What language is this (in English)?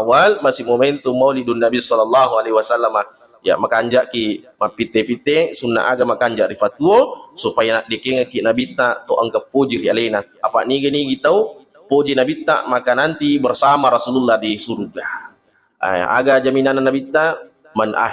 Buginese